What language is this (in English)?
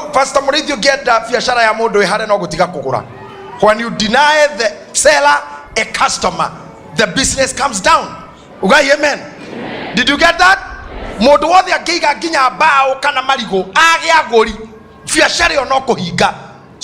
Kikuyu